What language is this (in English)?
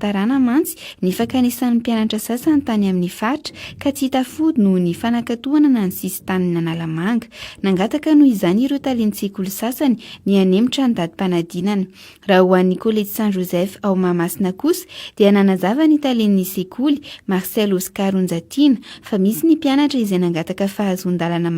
Malagasy